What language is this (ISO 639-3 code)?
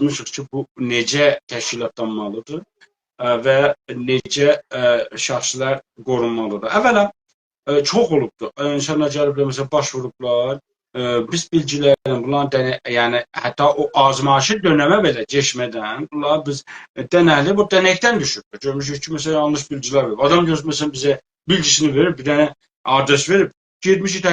azb